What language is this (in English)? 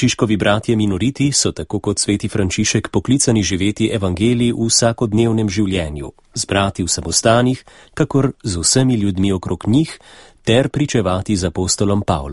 Slovenian